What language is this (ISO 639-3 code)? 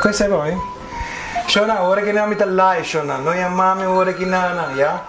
pap